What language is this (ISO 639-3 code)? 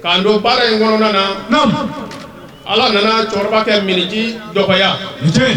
bam